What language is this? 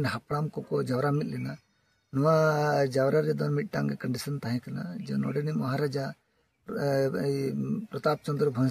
Santali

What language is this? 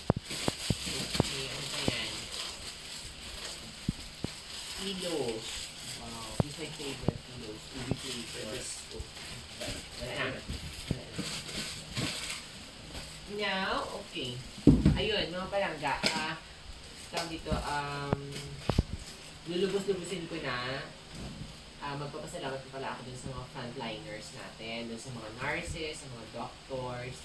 Filipino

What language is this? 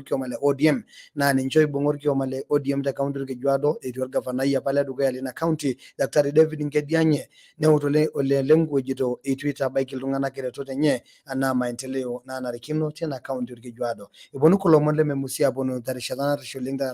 Masai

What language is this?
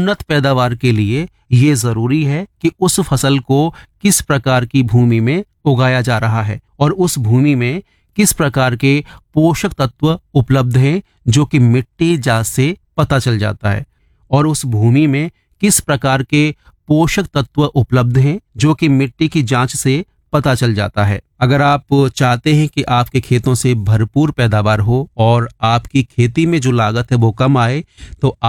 Hindi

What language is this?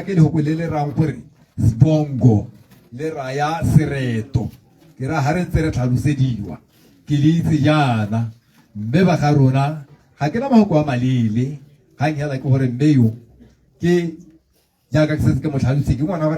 Tswana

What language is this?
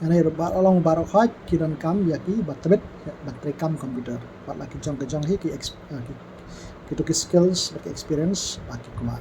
Khasi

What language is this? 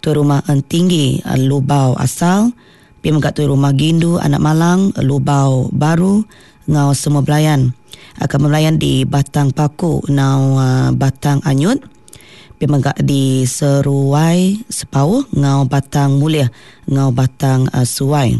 Iban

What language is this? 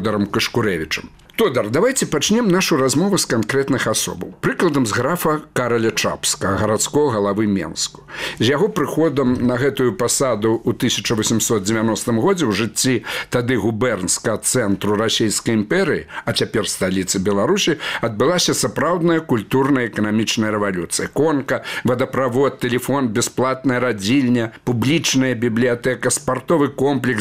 Belarusian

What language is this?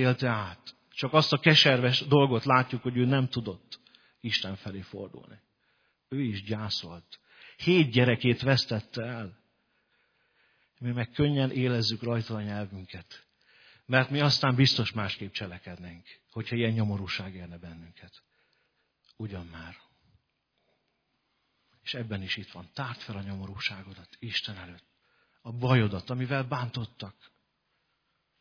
Hungarian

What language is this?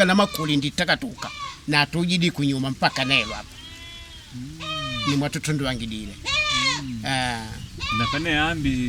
Makonde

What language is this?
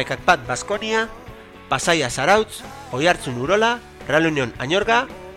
Basque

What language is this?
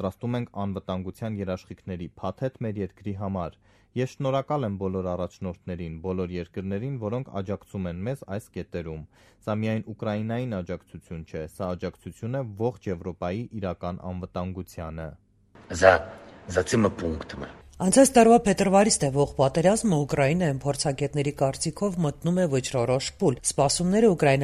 Armenian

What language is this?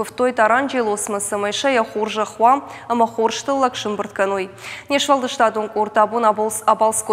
Ossetic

